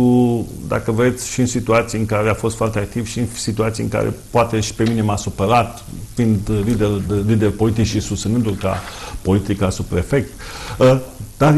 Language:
Romanian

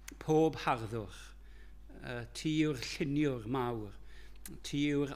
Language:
Welsh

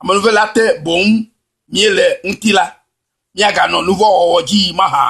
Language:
Ewe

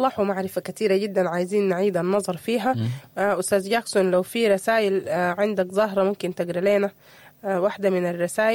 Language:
Sudanese Arabic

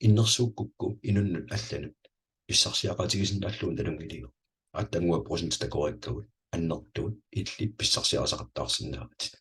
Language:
Kalaallisut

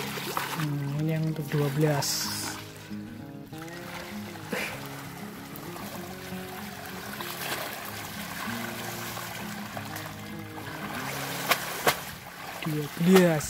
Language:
Indonesian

